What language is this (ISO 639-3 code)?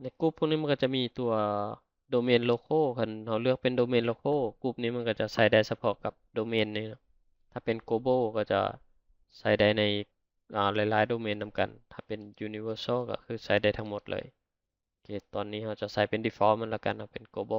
lao